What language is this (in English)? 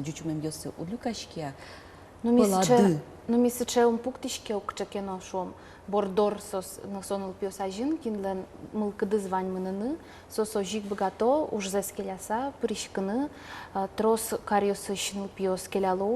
Udmurt